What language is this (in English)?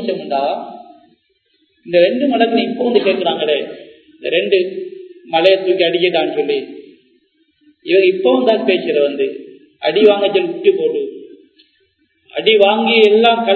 Tamil